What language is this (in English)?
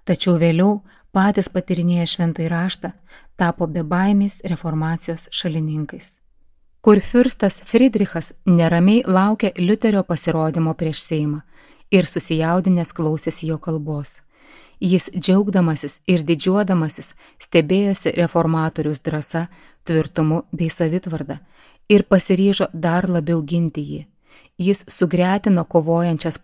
Lithuanian